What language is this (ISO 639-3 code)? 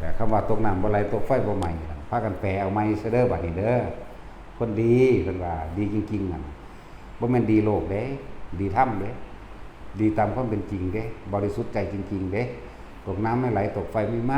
lao